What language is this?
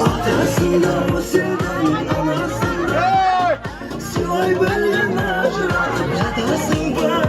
Kara-Kalpak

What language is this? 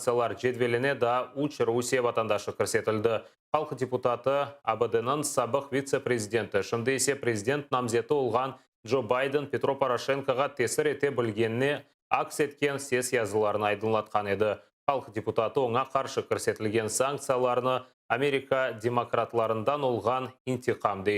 Crimean Tatar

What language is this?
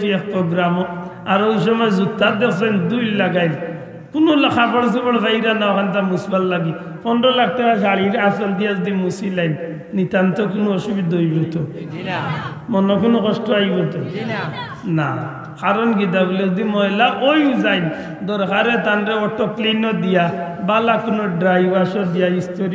Sylheti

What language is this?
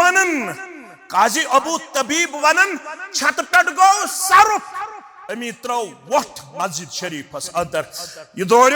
Kashmiri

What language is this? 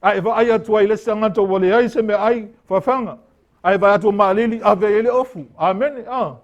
Samoan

